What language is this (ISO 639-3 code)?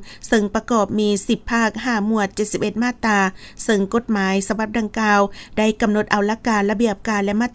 lao